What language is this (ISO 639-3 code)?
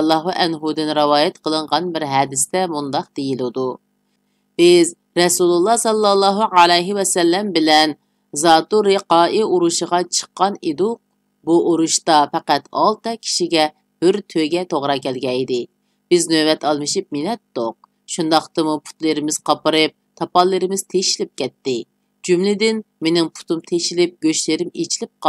uig